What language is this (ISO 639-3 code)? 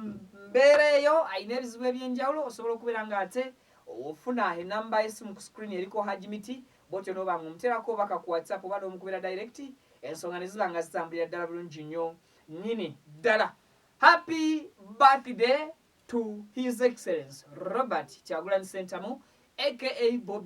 lug